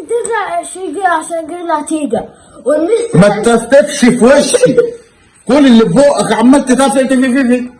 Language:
Egyptian Arabic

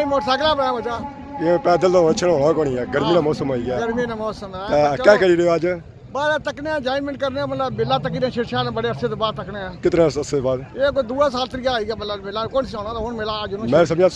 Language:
Pahari-Potwari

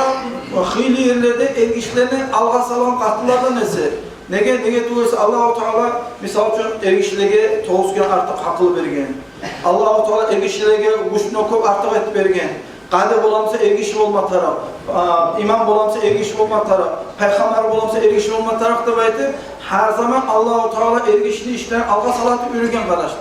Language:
Kumyk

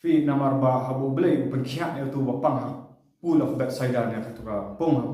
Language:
Khasi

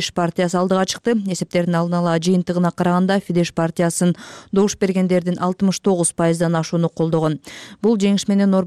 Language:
Kyrgyz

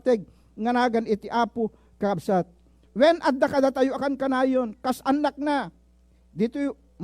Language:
Iloko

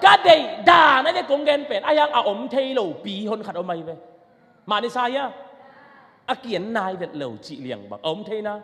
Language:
Tedim Chin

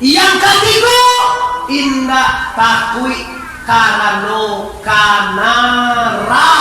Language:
Minangkabau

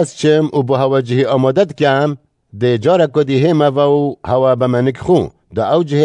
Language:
Kurdish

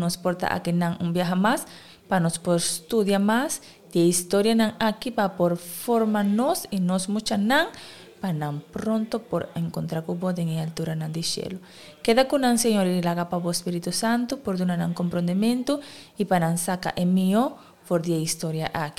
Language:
Papiamento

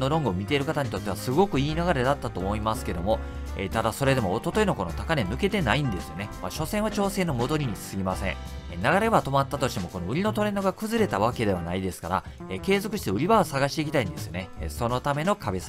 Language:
Japanese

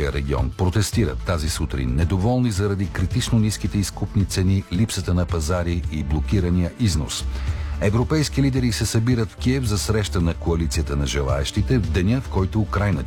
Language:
Bulgarian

